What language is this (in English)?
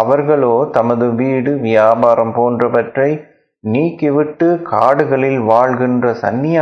Tamil